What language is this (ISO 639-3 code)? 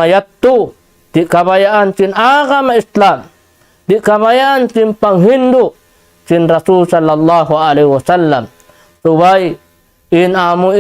tsg